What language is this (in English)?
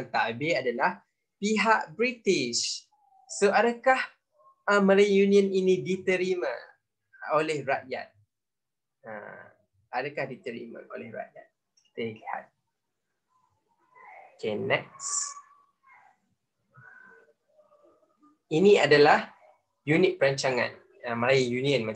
Malay